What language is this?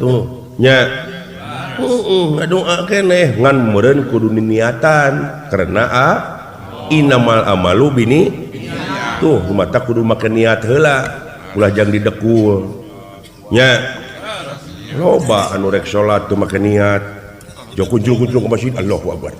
Sundanese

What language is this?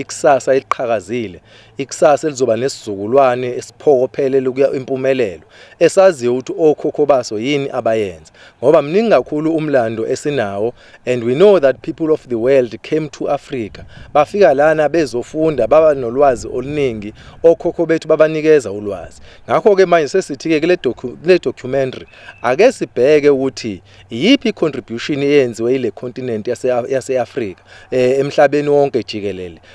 Zulu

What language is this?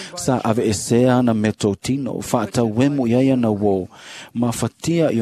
Samoan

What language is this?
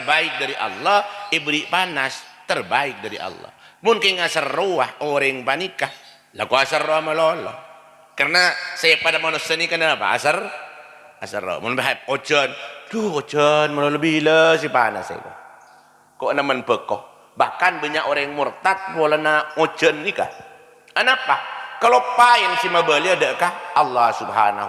Madurese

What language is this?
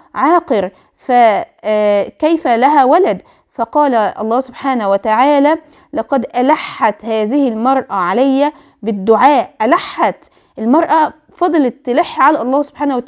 Egyptian Arabic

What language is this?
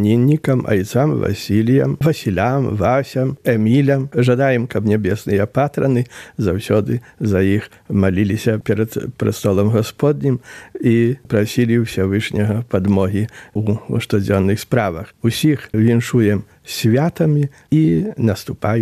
Belarusian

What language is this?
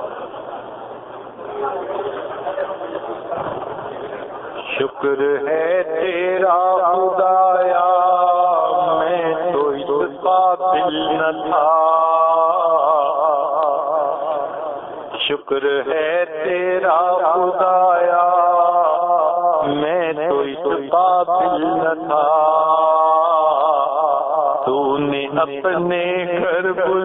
Urdu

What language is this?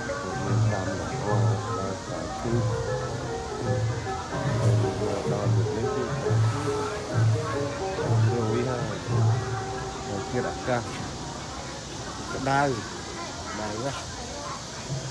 Vietnamese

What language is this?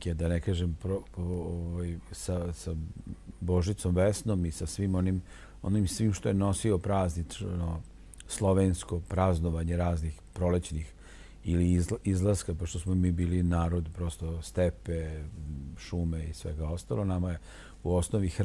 Serbian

